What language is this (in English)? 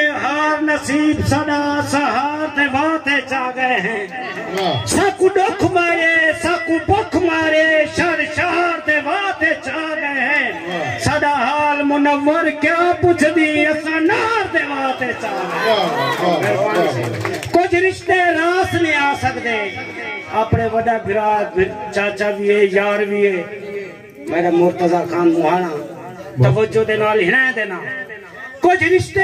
Saraiki